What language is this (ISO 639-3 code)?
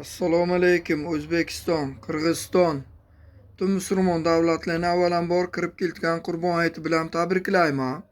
uzb